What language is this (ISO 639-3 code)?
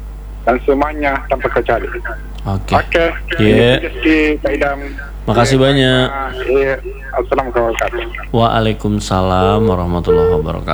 ind